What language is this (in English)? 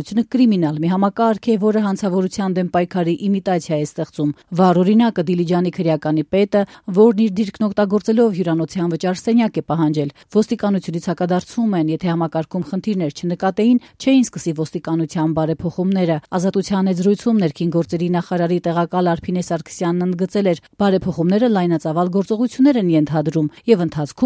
Armenian